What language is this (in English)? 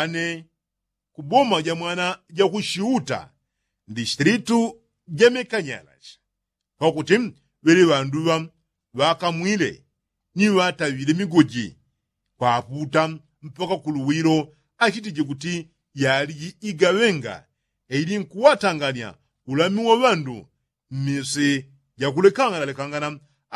Yao